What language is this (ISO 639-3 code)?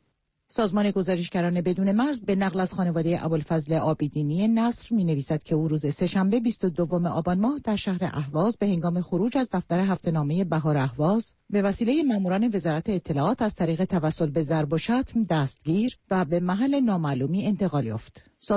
fas